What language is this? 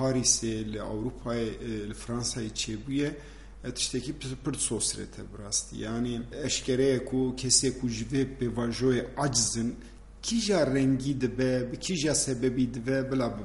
Kurdish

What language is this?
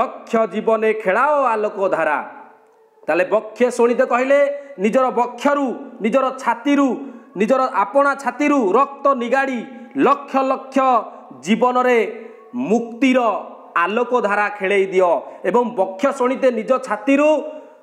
Odia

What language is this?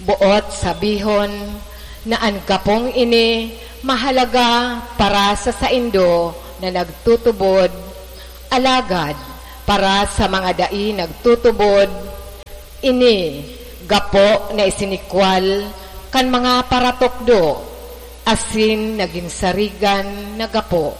Bikol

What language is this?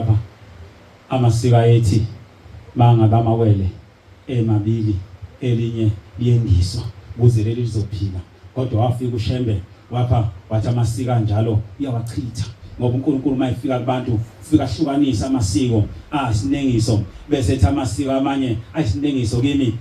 Zulu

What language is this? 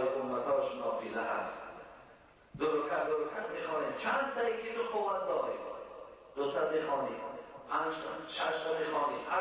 Tajik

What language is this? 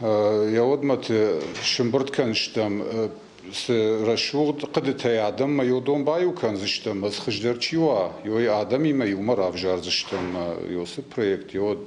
Ossetic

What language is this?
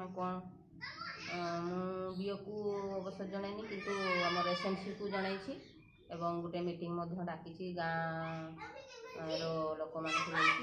Odia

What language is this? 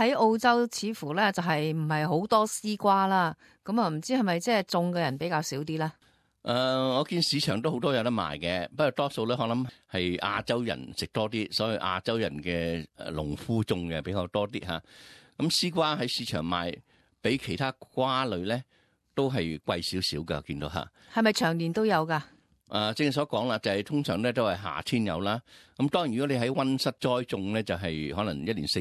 Cantonese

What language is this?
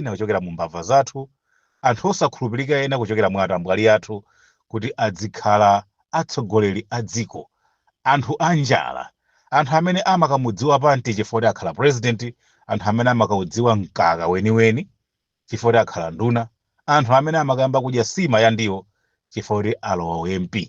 Nyanja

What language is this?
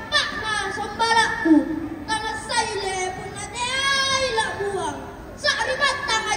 Makasar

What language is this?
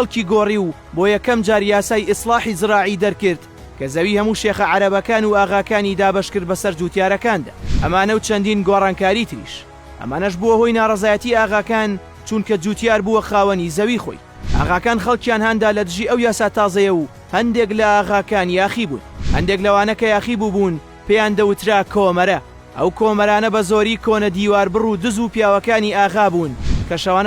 Central Kurdish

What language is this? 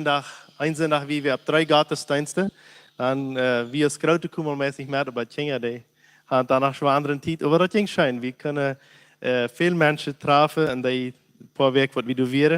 Plautdietsch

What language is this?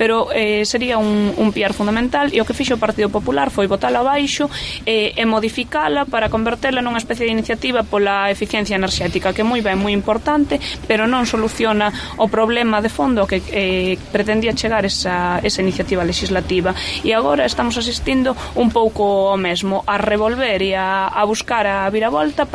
Galician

